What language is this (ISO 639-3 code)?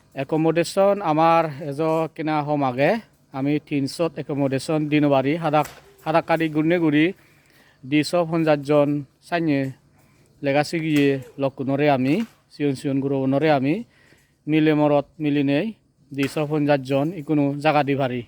ccp